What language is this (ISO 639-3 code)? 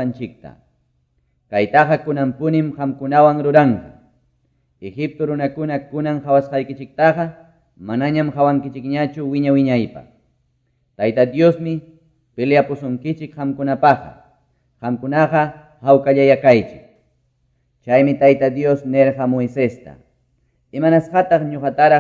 que